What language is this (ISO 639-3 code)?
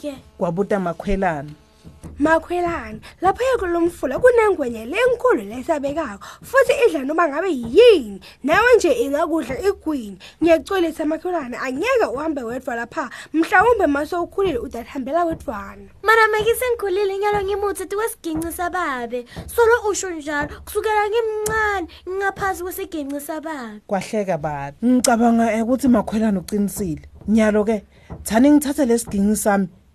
ssw